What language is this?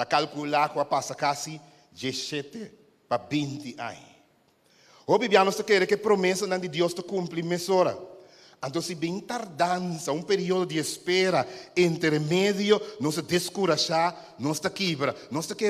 Papiamento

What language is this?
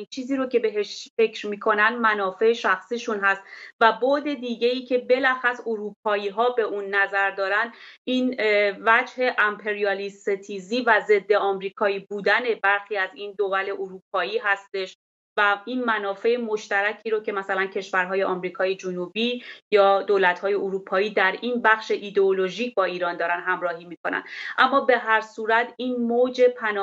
Persian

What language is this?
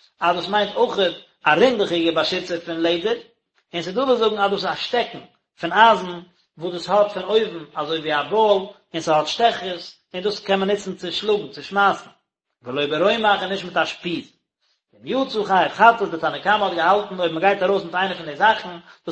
Yiddish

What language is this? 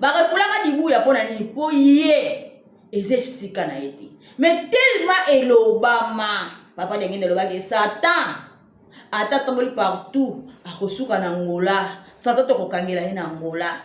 Lingala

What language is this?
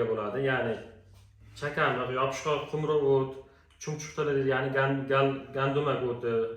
Uzbek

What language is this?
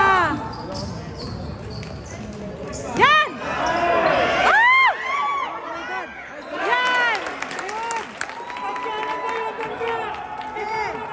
Filipino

